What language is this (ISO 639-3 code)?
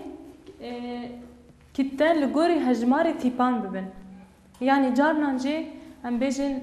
kur